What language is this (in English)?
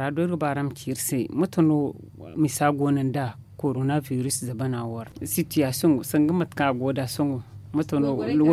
Zarma